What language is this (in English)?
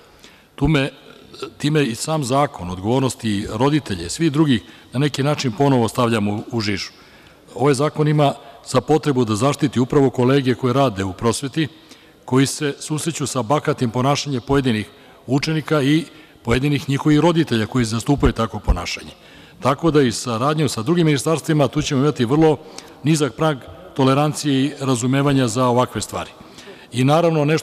Serbian